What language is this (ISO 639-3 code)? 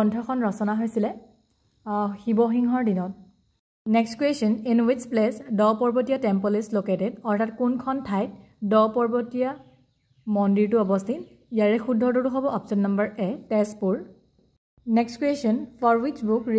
asm